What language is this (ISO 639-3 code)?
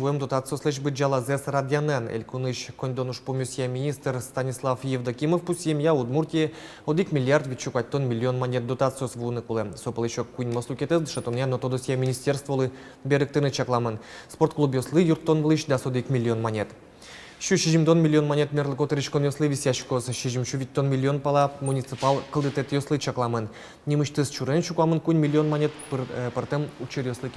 udm